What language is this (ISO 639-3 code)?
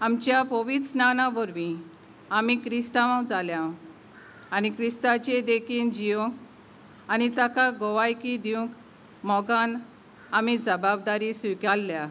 kok